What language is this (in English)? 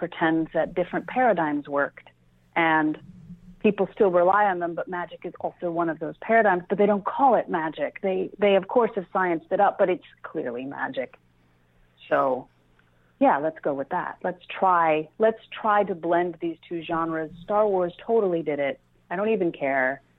English